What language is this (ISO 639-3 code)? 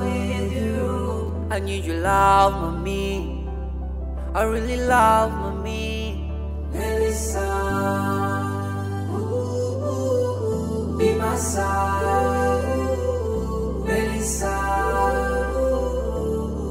swa